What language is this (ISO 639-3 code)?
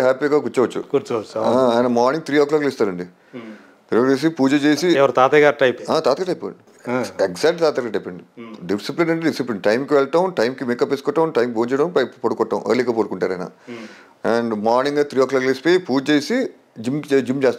tel